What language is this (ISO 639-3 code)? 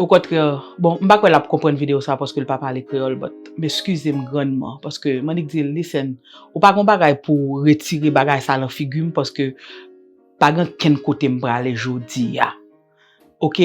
hat